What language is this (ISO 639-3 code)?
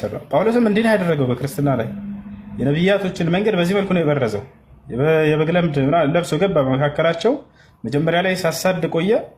amh